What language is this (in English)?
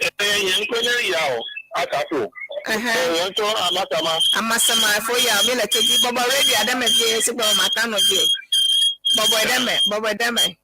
Ewe